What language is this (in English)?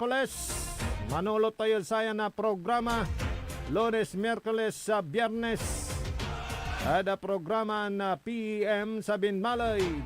Pangasinan